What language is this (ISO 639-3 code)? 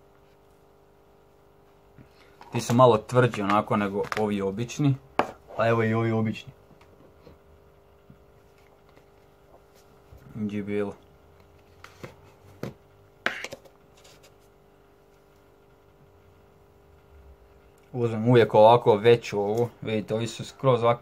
hrv